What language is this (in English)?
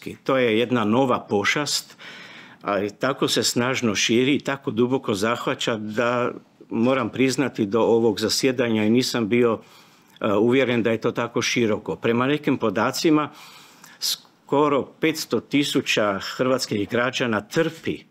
Croatian